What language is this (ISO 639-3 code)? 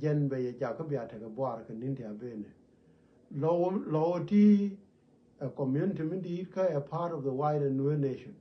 nus